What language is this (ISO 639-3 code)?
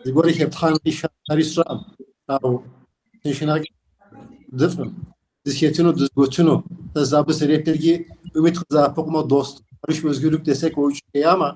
kbd